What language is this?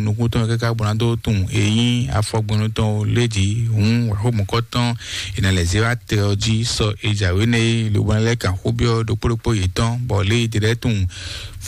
Fon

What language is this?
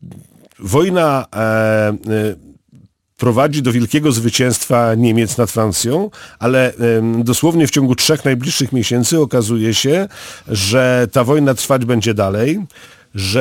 Polish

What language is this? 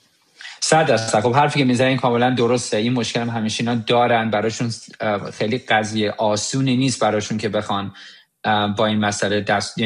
Persian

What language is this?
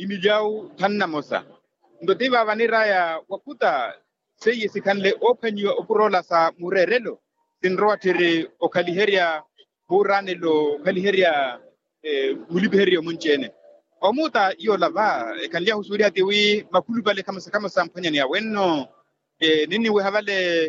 Makhuwa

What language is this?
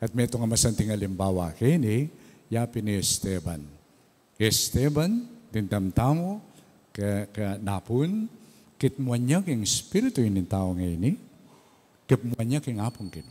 Pampanga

